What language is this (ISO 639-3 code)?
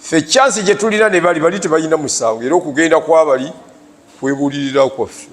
lug